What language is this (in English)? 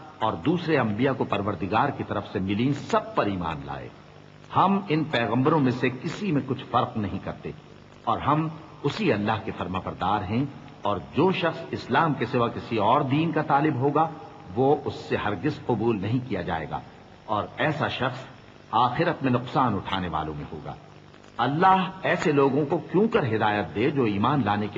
Urdu